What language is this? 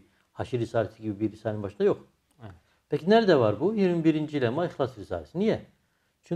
Turkish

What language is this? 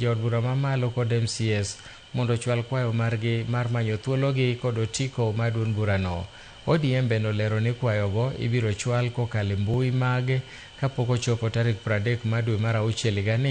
Luo (Kenya and Tanzania)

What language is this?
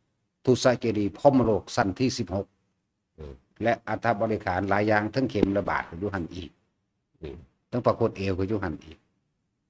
Lao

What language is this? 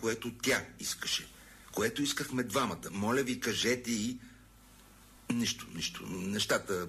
Bulgarian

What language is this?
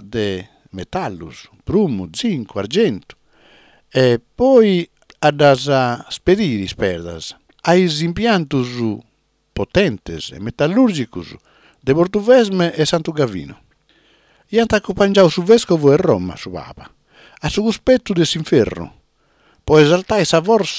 Sardinian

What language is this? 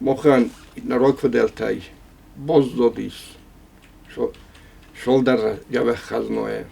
Ossetic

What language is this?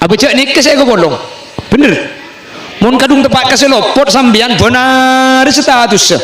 Madurese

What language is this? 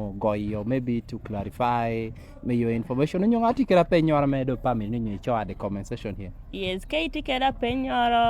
Lango (Uganda)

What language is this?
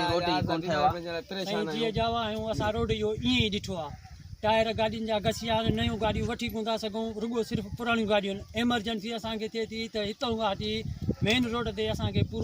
Sindhi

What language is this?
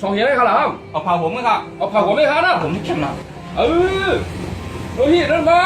Shan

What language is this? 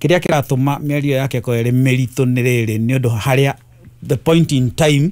Kikuyu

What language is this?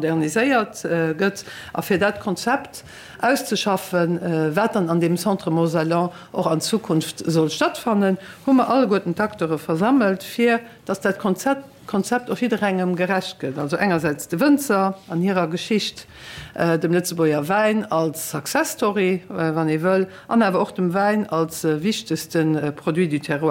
Luxembourgish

